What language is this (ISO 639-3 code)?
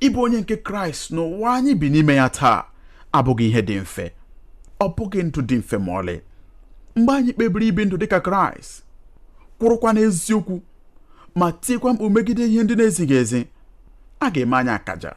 ibo